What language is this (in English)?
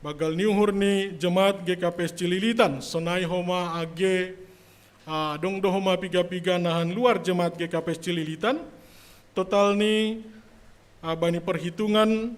Batak Simalungun